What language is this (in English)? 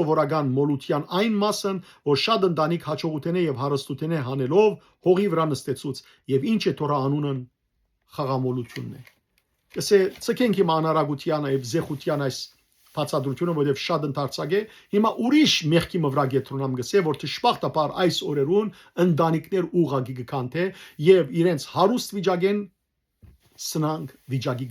Western Armenian